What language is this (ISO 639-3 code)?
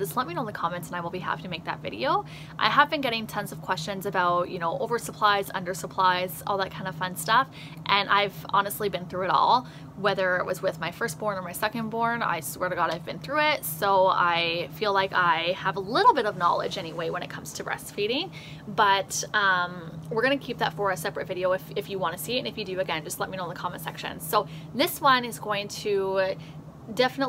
eng